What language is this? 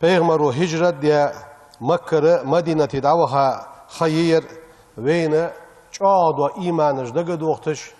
Ingush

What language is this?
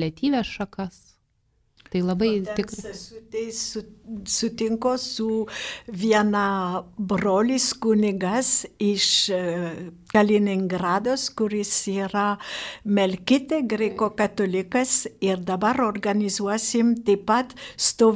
Lithuanian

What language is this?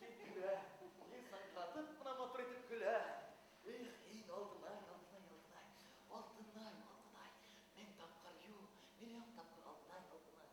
Bashkir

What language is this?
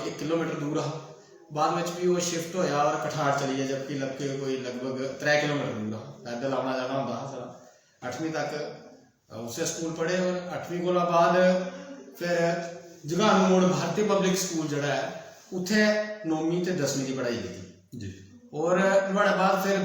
Dogri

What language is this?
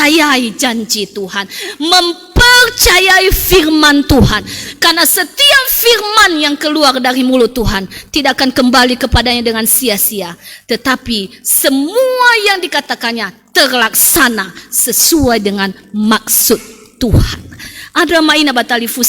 Nias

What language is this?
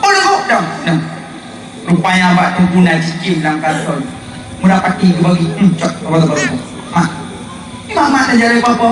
Achinese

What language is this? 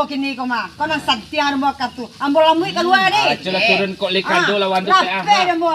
Minangkabau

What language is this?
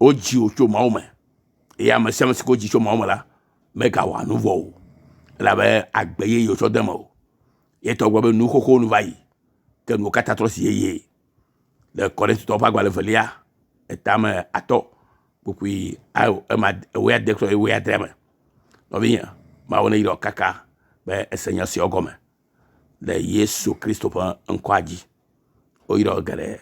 Ewe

